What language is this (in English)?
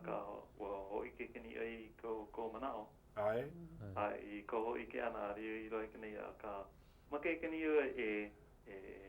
Hawaiian